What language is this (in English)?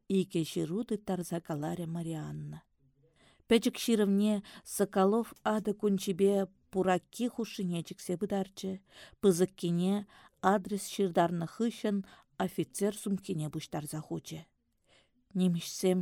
Chuvash